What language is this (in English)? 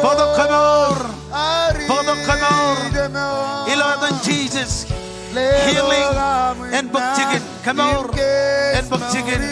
Marshallese